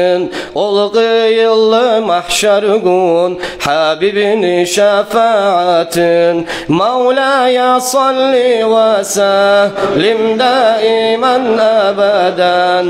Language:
Kumyk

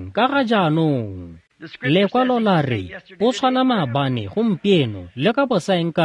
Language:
Tswana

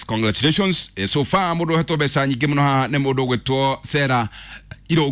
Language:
Kikuyu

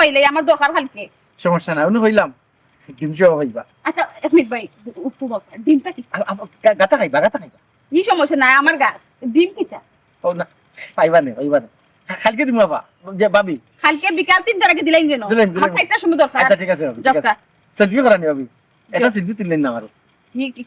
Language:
Sylheti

